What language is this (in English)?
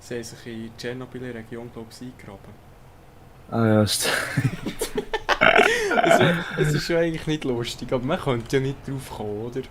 Swiss German